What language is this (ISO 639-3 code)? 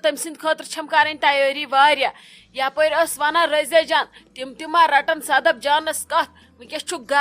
kas